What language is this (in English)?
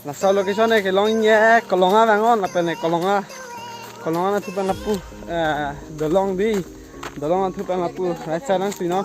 Karbi